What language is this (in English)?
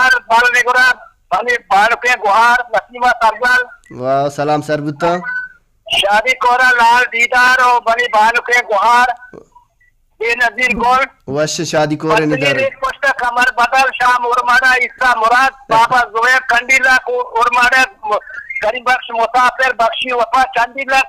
Baluchi